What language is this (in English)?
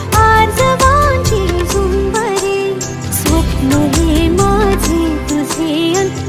Marathi